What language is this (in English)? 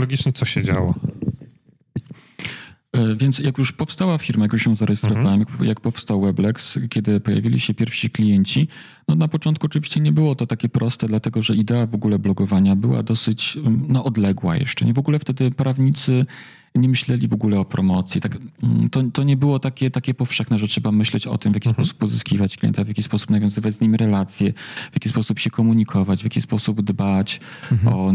Polish